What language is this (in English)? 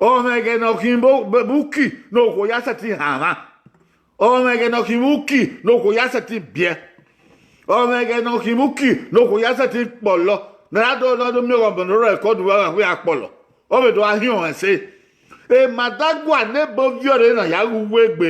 Bini